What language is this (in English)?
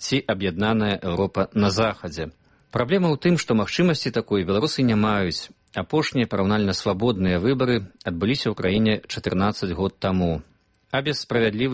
Belarusian